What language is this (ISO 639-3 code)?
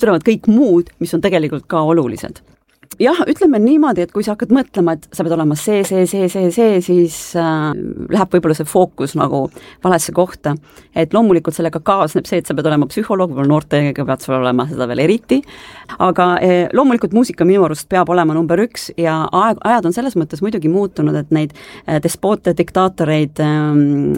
est